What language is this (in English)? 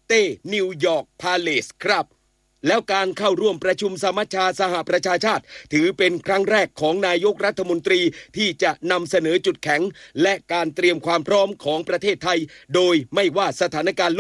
Thai